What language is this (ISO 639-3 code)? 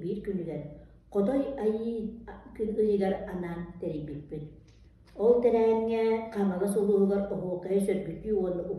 sah